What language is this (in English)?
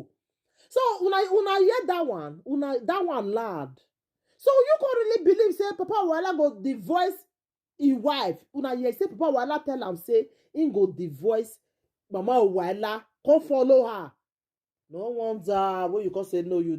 Nigerian Pidgin